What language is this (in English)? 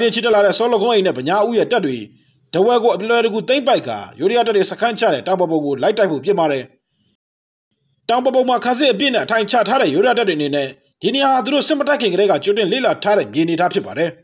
Burmese